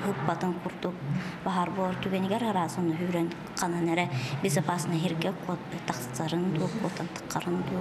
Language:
Yakut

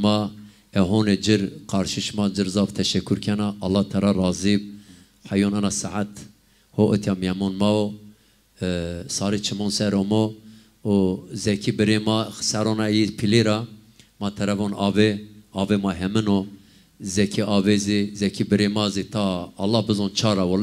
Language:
Zaza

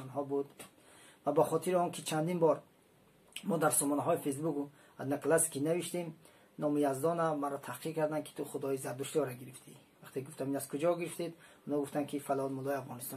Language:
Tajik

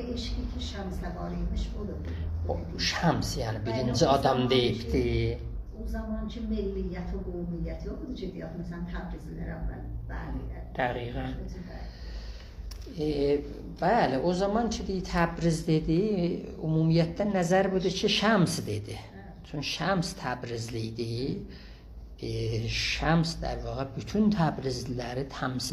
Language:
South Azerbaijani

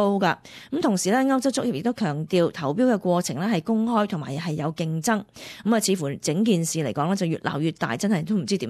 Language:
Cantonese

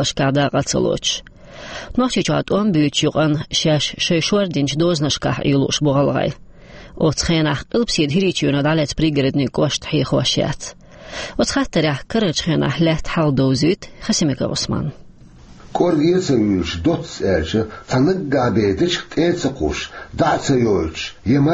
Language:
Chechen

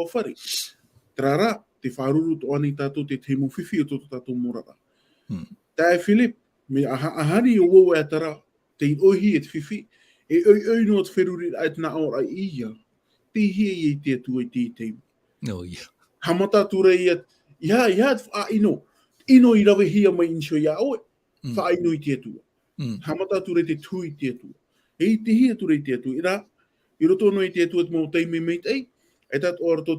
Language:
Tahitian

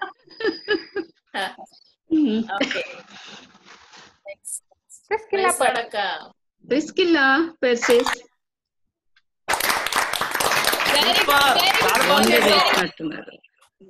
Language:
Telugu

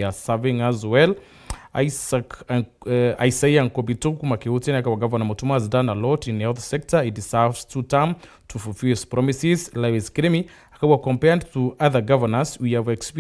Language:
Meru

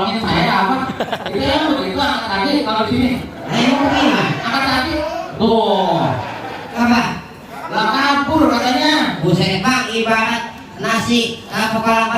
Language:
Betawi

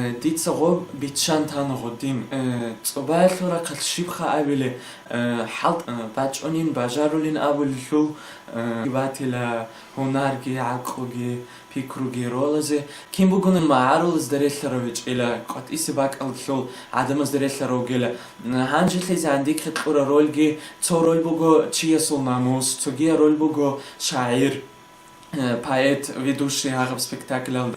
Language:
Avaric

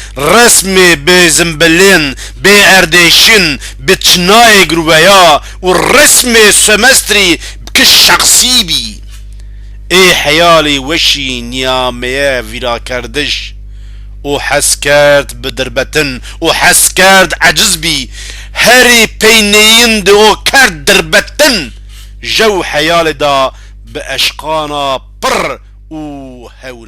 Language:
Zaza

